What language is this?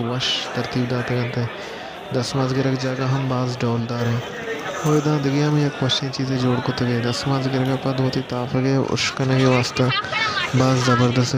Baluchi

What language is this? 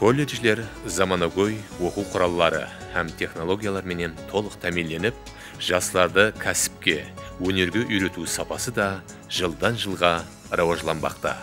Kara-Kalpak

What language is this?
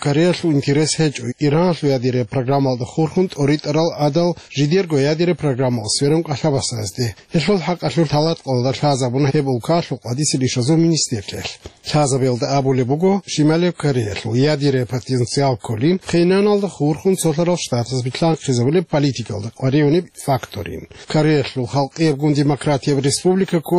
Avaric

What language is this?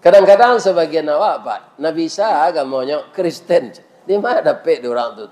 Minangkabau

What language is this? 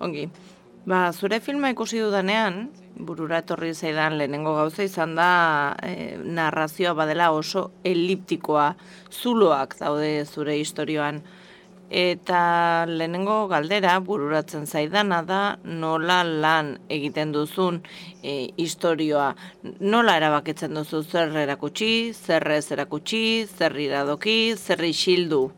Basque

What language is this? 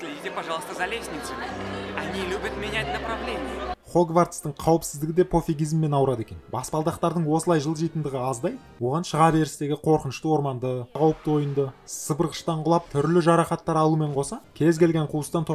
Kazakh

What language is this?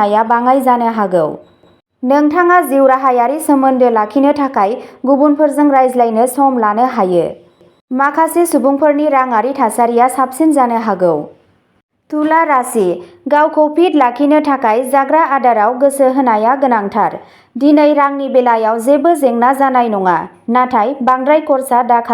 Bodo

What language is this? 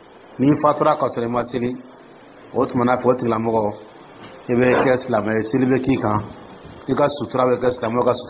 Dyula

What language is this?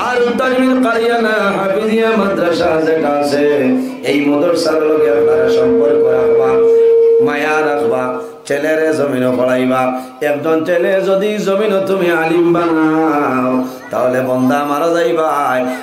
Sylheti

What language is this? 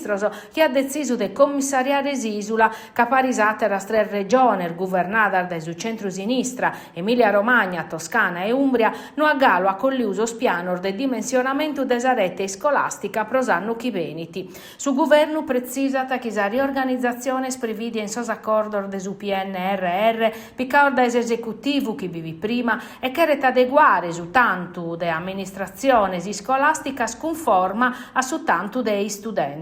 Sardinian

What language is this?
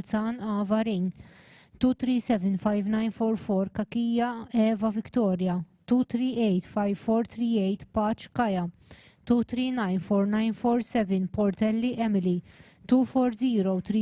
English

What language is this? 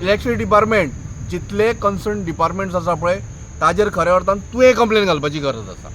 Konkani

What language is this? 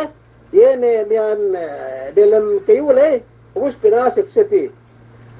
Yakan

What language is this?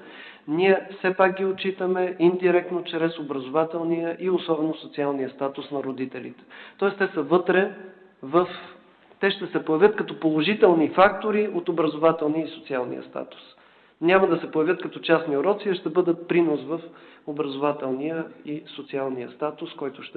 Bulgarian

